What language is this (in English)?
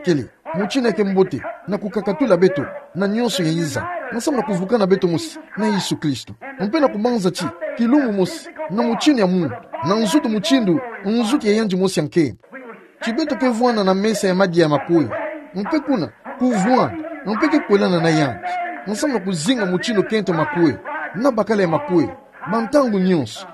Kituba (Democratic Republic of Congo)